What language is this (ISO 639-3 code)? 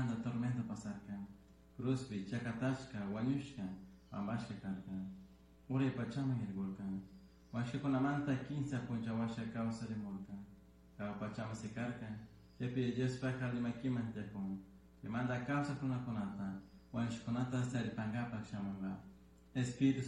qug